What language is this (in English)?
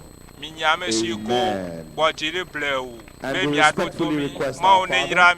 Ewe